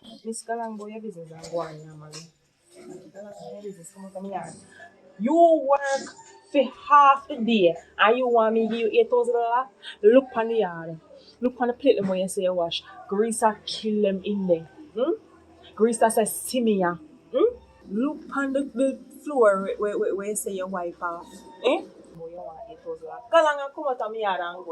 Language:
Jamaican Creole English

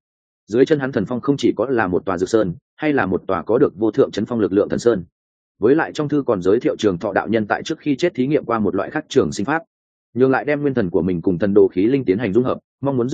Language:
Vietnamese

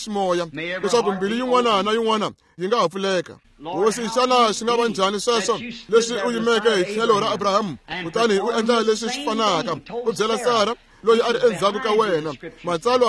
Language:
Tsonga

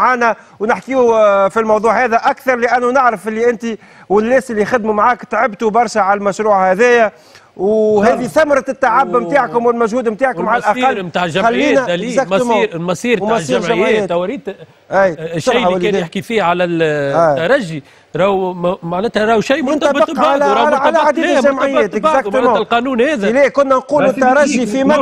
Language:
Tunisian Arabic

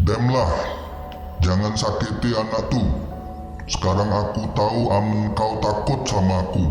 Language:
Musi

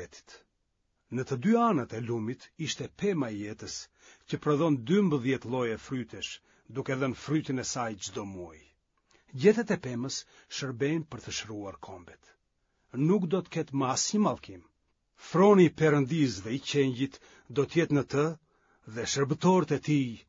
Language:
Albanian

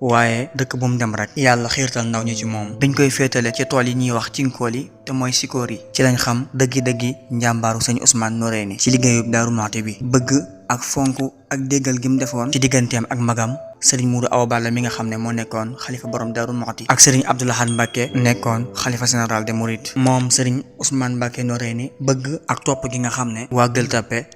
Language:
Wolof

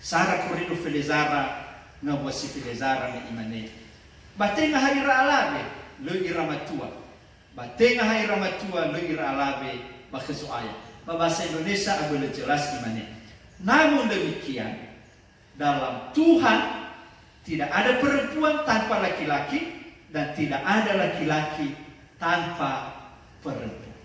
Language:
Nias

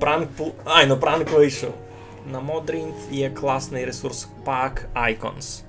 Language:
Rusyn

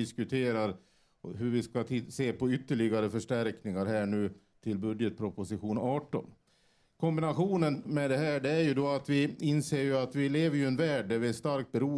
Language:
Swedish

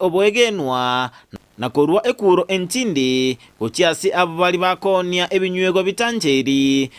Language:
Gusii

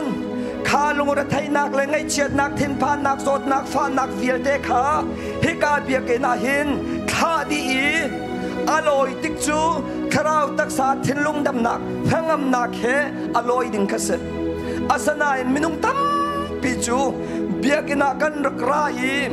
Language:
Hakha Chin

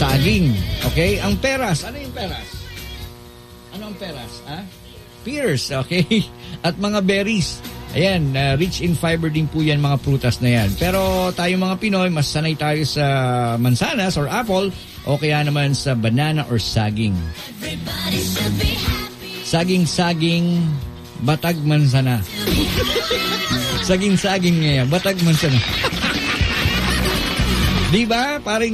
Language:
Filipino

